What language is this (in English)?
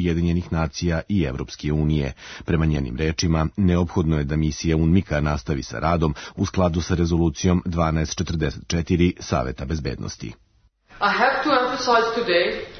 Serbian